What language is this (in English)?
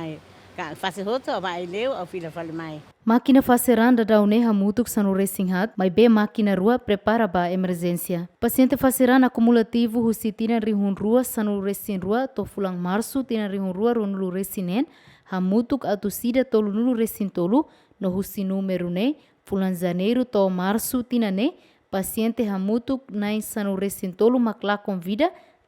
Tetum